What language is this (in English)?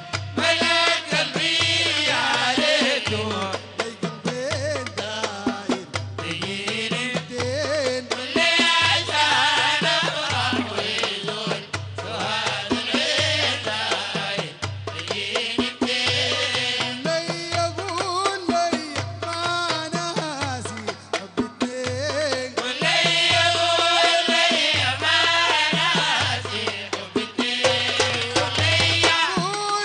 Sudanese Arabic